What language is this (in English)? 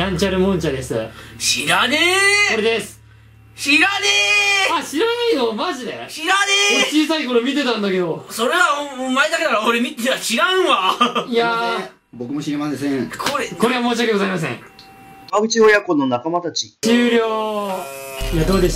Japanese